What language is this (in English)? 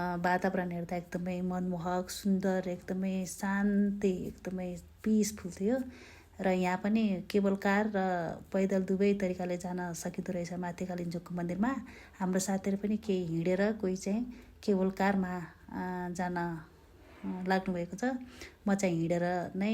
Nepali